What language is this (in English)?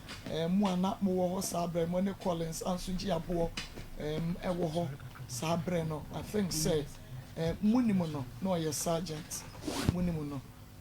Akan